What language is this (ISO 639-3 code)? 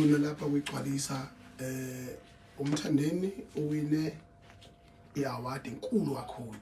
zul